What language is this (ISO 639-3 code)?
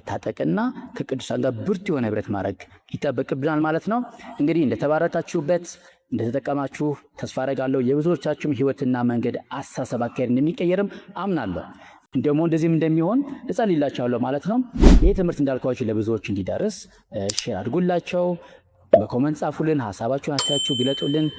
amh